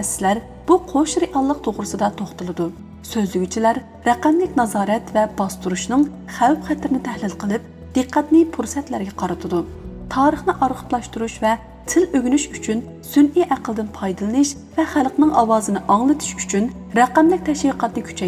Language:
Uyghur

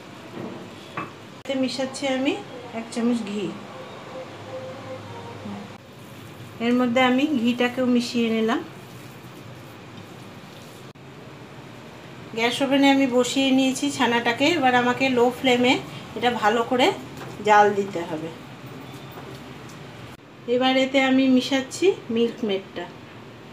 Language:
Bangla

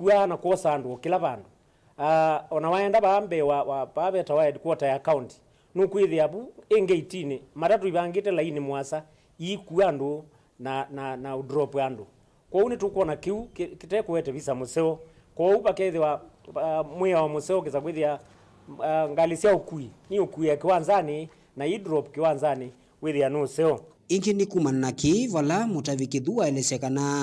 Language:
Kamba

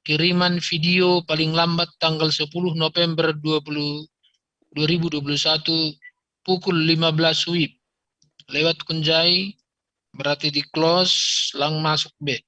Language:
Batak Simalungun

